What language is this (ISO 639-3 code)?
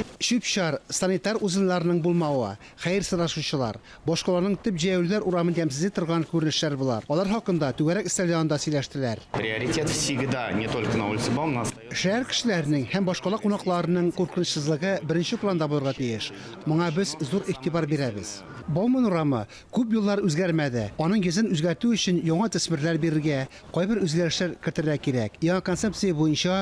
tat